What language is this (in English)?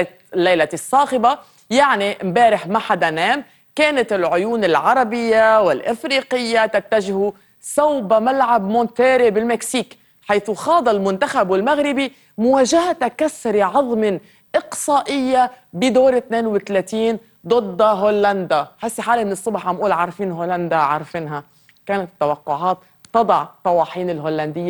North Levantine Arabic